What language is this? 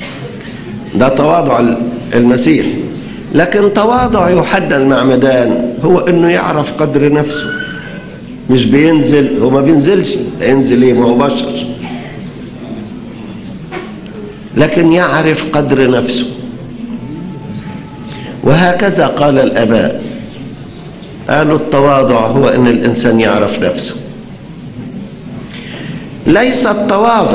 Egyptian Arabic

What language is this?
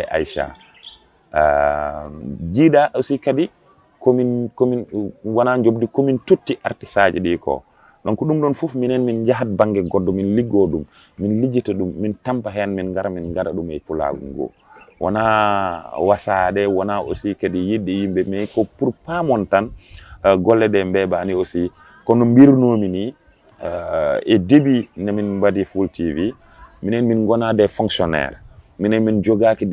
Fula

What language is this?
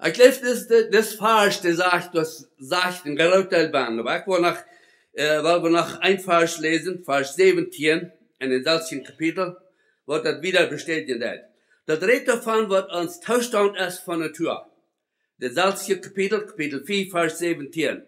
Plautdietsch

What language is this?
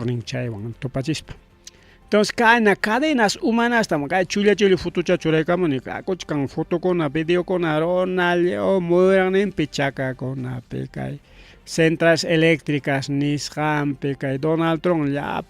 Ayacucho Quechua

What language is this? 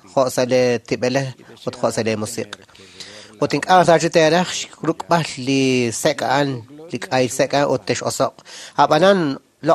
Kekchí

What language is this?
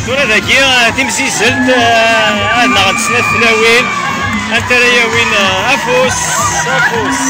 Kabyle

